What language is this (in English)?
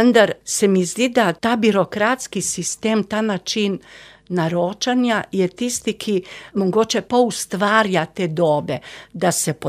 Slovenian